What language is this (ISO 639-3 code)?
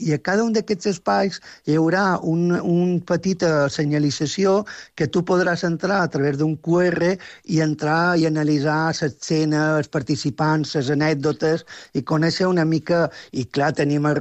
cat